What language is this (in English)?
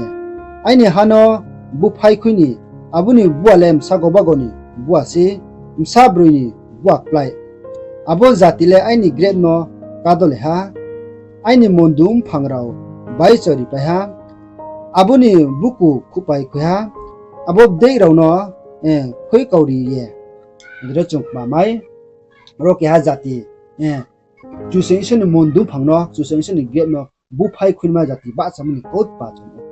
Riang (India)